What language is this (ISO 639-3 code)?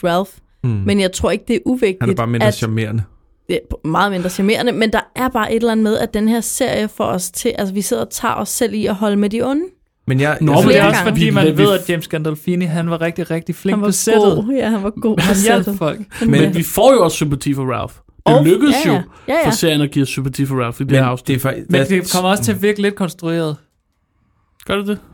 dan